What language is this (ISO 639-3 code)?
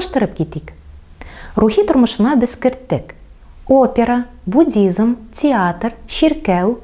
tat